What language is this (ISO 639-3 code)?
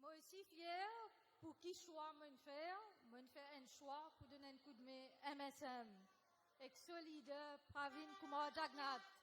mfe